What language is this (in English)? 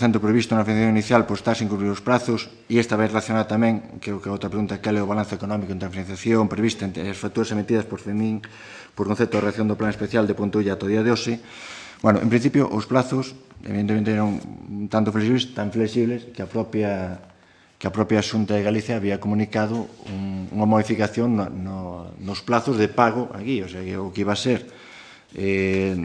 Galician